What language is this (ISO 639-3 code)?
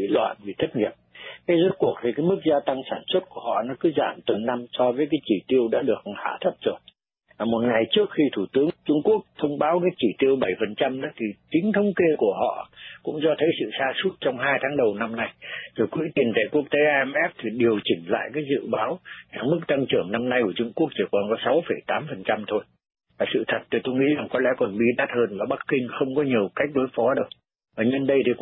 vie